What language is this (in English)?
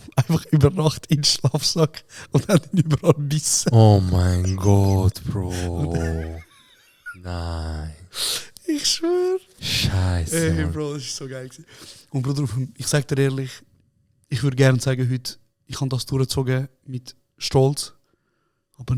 Swiss German